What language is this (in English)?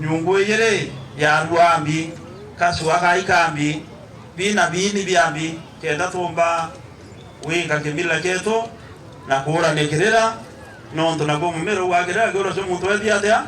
Meru